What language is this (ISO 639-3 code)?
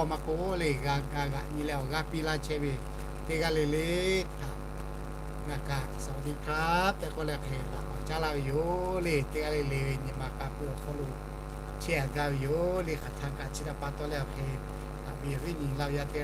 lhu